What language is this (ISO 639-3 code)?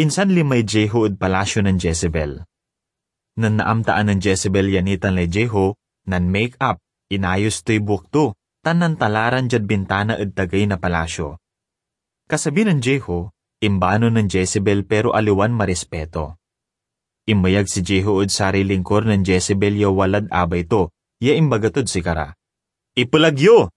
pag